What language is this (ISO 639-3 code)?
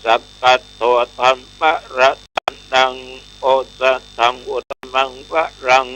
pli